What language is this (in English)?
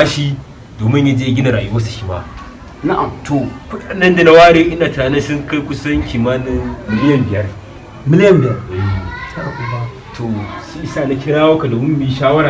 Hausa